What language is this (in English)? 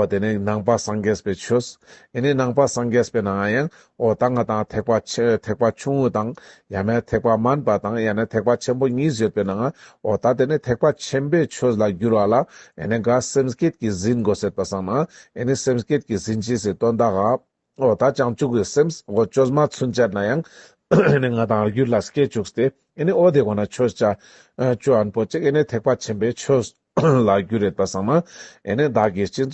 Ladakhi